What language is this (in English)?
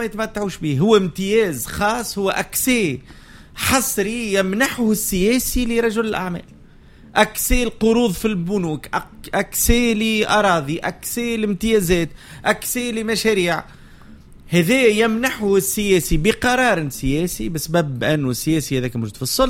Tunisian Arabic